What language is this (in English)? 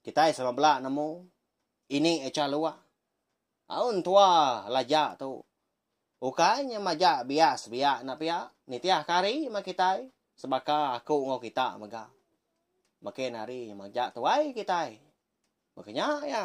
Iban